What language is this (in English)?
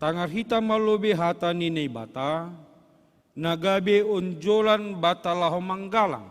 Batak Simalungun